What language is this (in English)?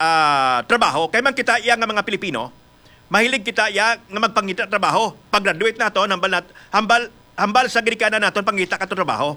Hiligaynon